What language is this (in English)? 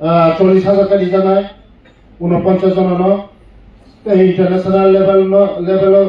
Kok Borok